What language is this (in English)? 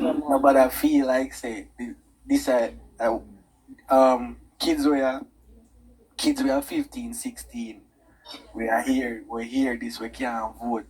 Jamaican Creole English